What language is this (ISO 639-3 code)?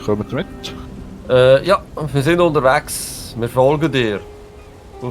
gsw